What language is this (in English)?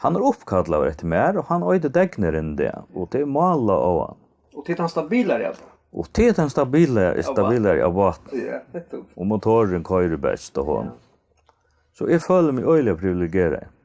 Faroese